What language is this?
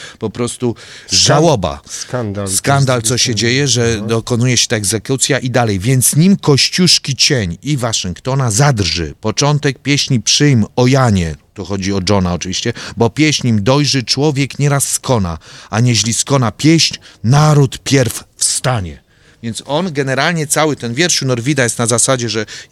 Polish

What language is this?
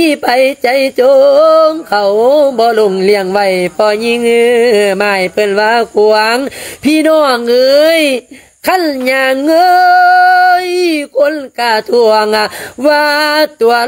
Lao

